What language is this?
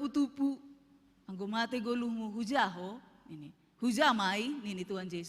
Batak Simalungun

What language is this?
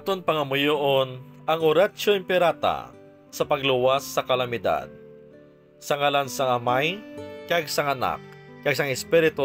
Hiligaynon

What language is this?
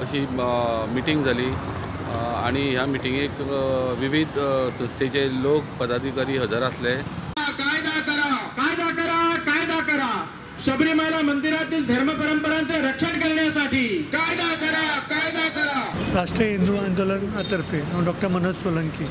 Konkani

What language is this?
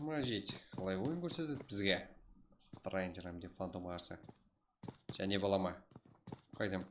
Kara-Kalpak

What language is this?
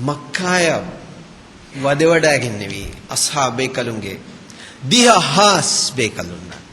Divehi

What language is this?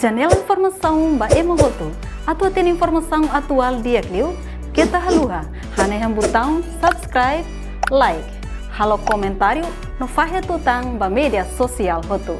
Tetum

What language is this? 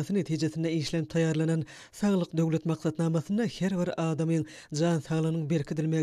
Turkmen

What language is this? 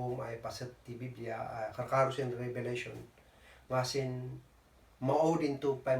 Kankanaey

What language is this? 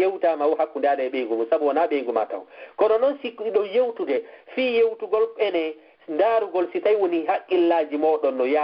Fula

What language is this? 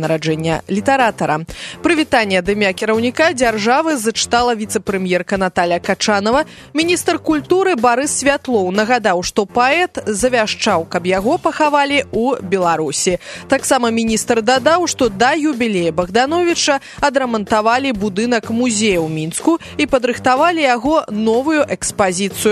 Belarusian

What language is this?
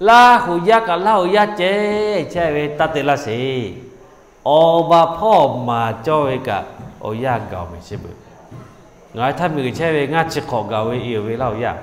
Lahu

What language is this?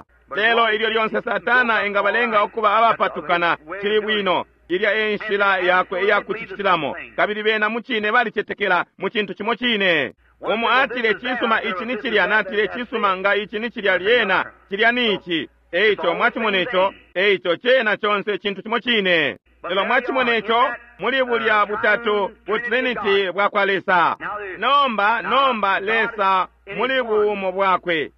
Bemba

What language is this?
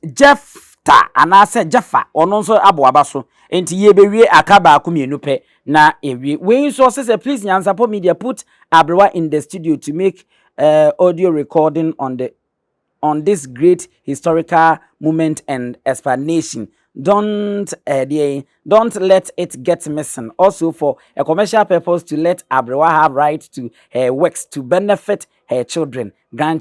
Akan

